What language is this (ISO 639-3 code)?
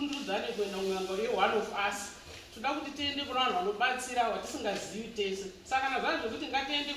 sna